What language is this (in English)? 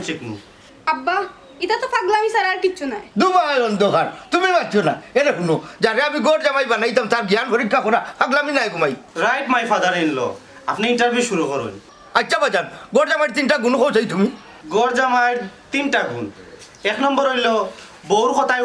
Sylheti